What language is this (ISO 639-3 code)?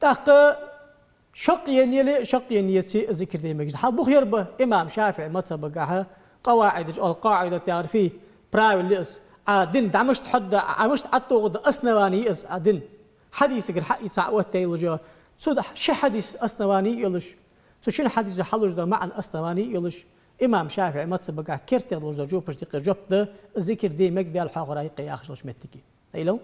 inh